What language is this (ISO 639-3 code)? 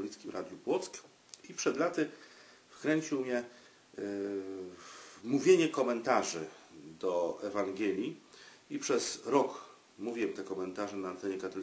pol